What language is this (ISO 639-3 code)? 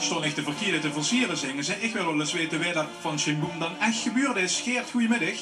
lim